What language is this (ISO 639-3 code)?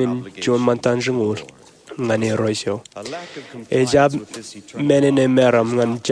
mah